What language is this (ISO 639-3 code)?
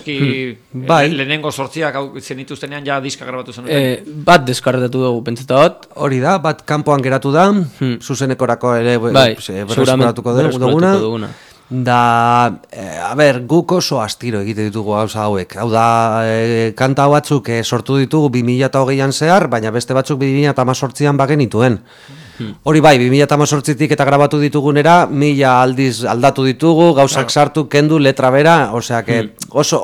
eus